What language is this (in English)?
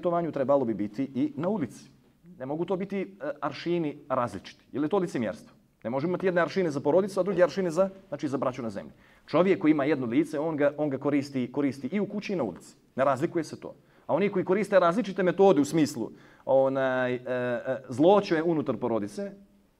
Bosnian